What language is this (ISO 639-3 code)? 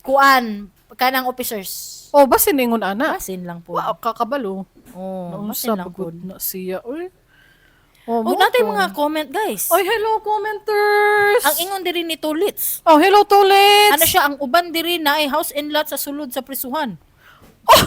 ceb